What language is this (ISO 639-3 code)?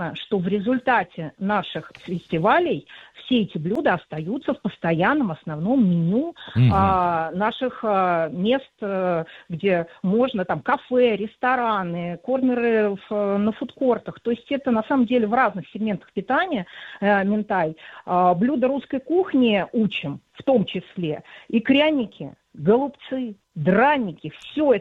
rus